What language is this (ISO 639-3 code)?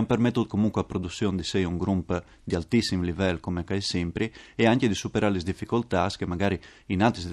fur